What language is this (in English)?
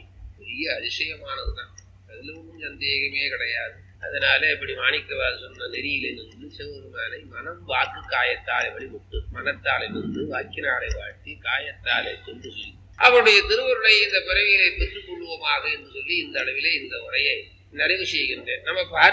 Tamil